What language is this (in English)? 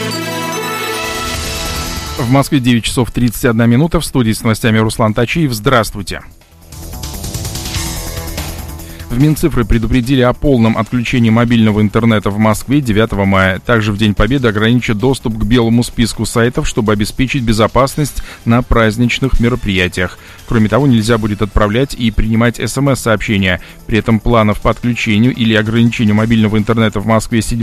Russian